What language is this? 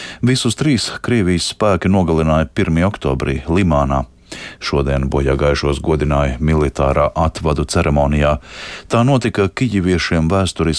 Latvian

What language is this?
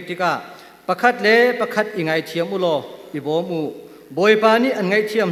Hakha Chin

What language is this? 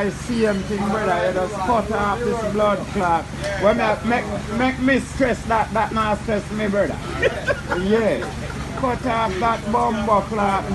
Jamaican Creole English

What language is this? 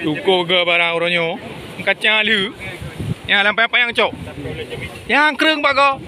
Achinese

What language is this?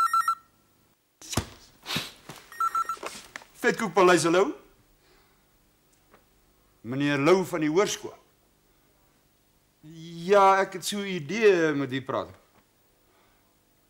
Afrikaans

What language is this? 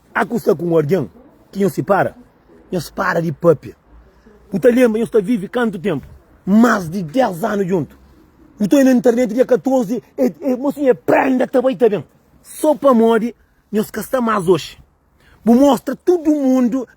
Kabuverdianu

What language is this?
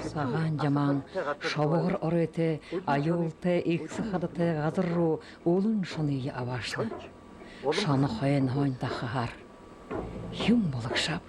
Buriat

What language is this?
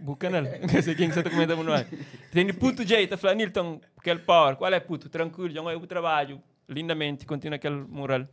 Kabuverdianu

